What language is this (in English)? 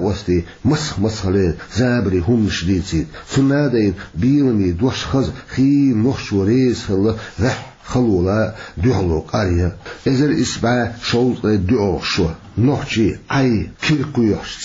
Chechen